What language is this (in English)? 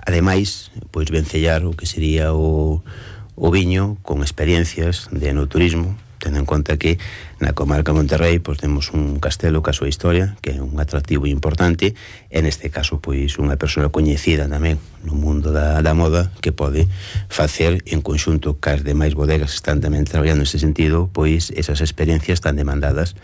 Galician